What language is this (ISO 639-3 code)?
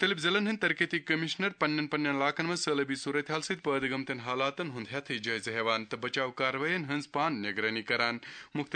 kas